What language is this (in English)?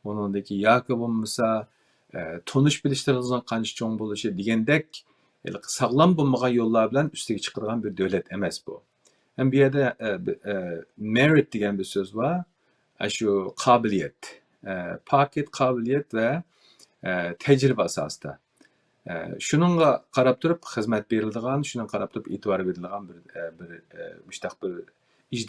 Uyghur